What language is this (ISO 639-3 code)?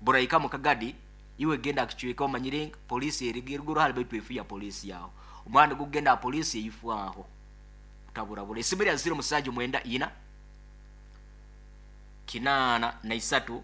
nyo